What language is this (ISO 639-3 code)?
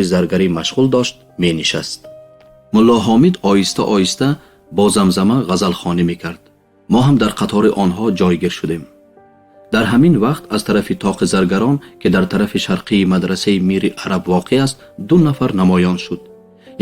tgk